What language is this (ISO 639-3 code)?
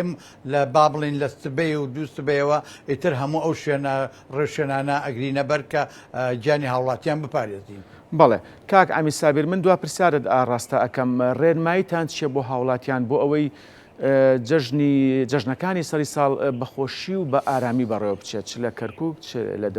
ckb